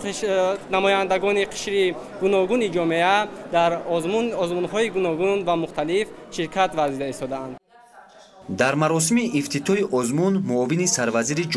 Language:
Tajik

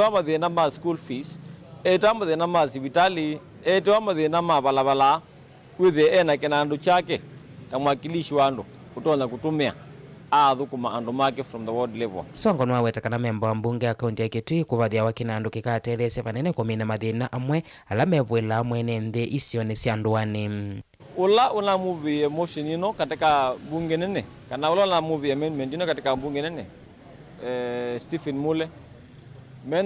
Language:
Kamba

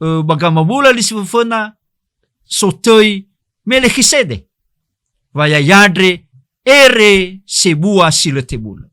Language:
Nias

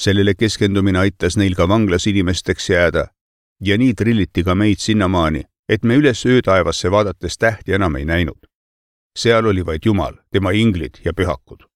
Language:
Estonian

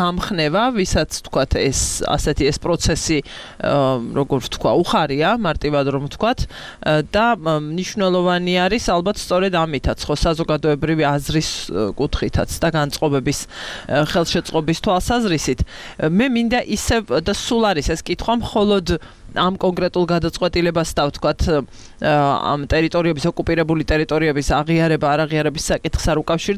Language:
Georgian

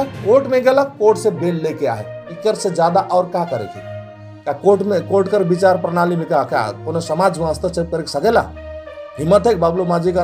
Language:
Sadri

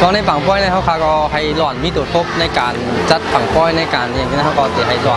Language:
Shan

